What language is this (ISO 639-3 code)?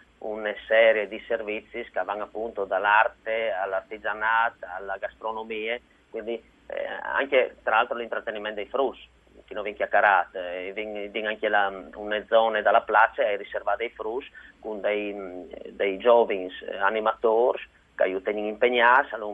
fur